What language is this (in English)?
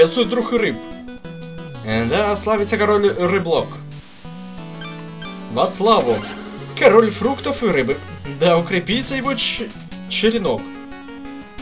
Russian